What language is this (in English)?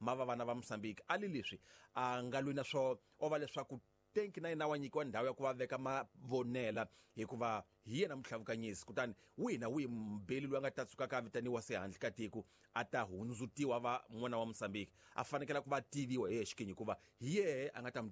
Tsonga